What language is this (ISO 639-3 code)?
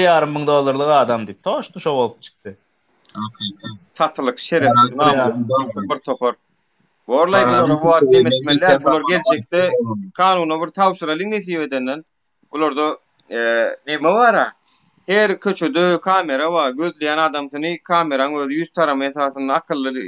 tuk